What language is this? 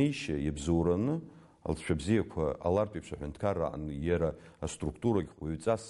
Abkhazian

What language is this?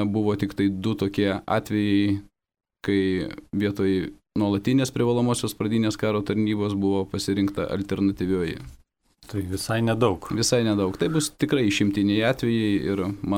Lithuanian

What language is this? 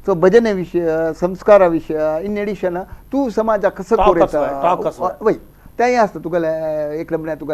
Konkani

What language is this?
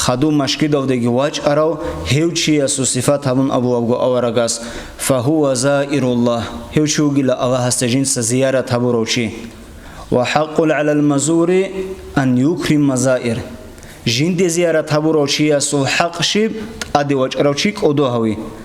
Avaric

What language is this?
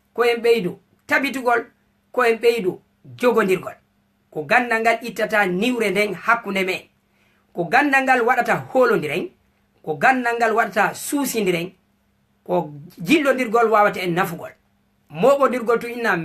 Fula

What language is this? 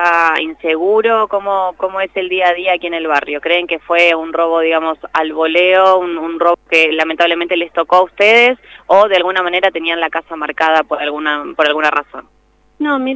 Spanish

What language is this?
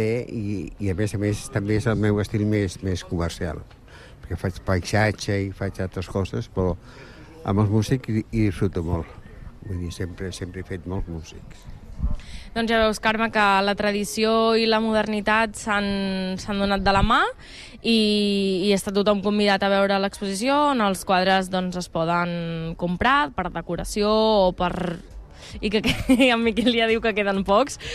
Catalan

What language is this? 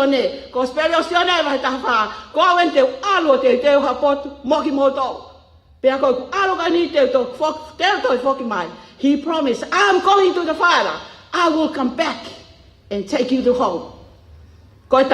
Tongan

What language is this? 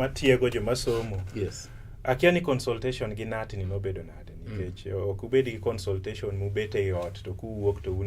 Luo (Kenya and Tanzania)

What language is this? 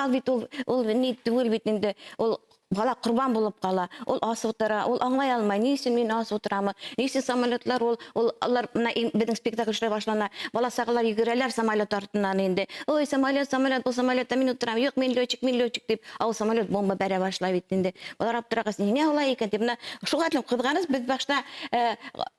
Bashkir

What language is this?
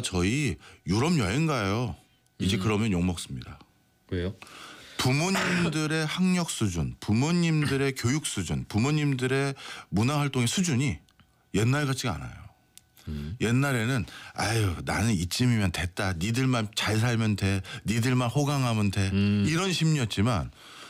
Korean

